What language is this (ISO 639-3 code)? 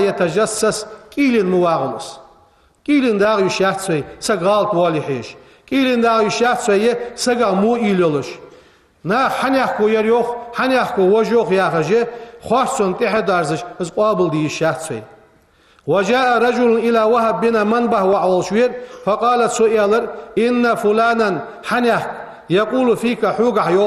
inh